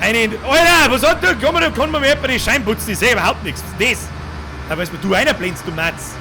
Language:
Bavarian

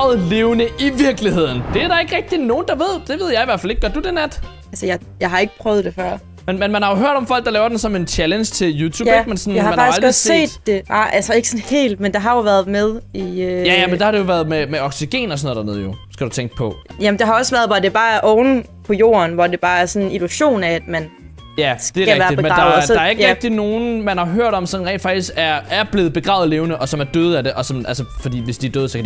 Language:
Danish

